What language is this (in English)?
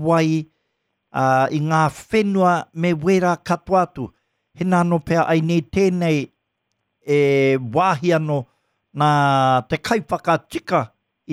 Māori